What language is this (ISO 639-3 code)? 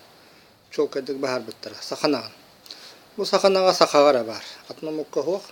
sah